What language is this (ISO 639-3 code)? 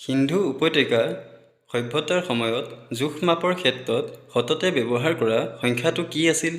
asm